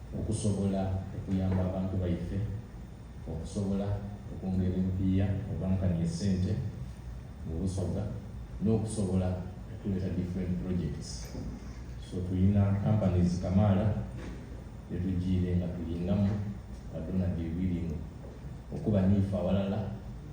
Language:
Soga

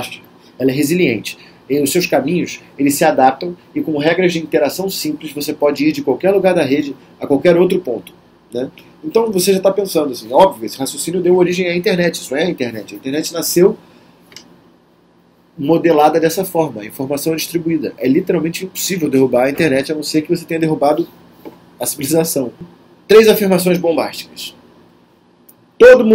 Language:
Portuguese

